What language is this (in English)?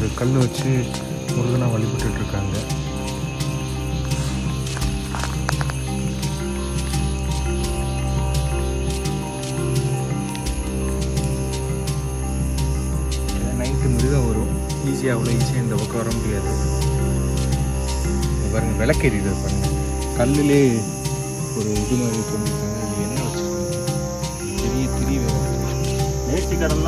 Tamil